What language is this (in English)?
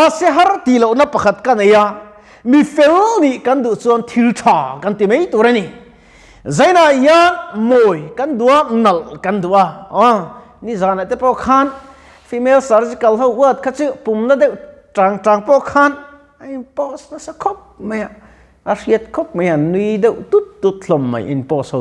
Mizo